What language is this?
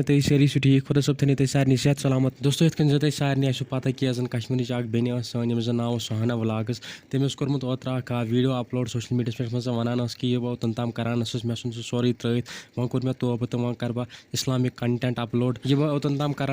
Kashmiri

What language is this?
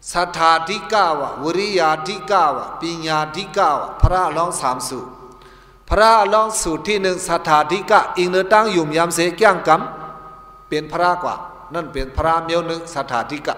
Shan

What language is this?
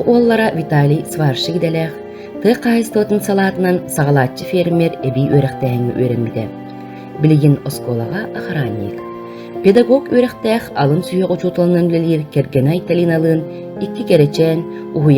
Yakut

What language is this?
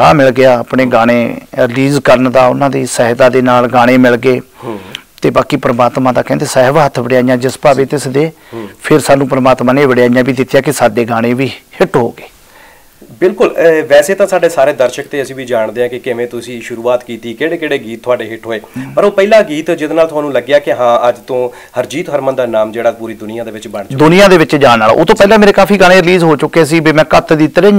Punjabi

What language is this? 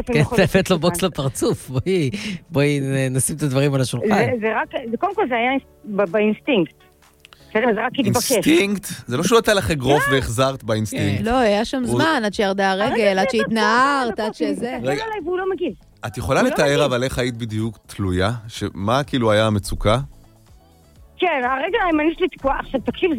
Hebrew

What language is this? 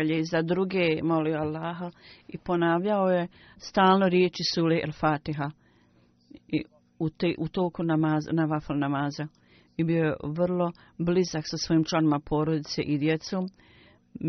Bosnian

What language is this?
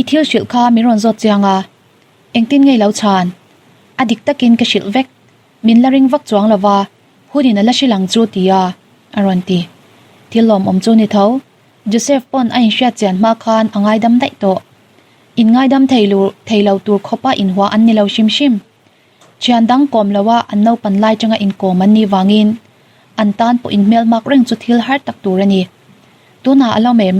Mizo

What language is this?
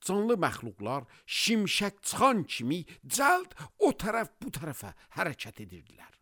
Azerbaijani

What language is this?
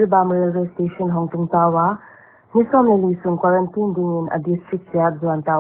Paite Chin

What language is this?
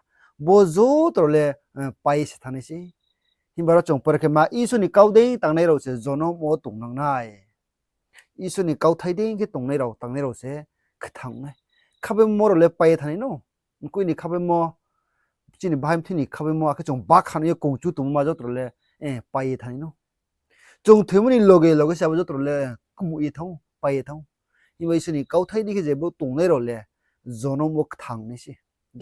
Riang (India)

